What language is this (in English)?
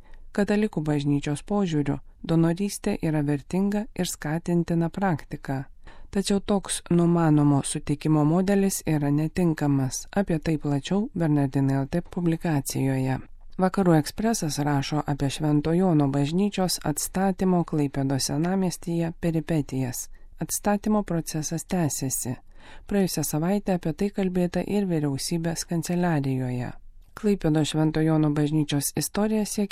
Lithuanian